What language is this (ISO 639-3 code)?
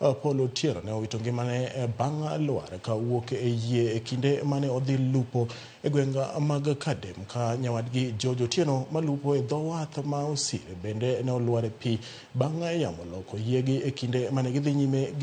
luo